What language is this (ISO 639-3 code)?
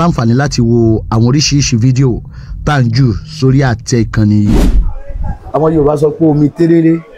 yor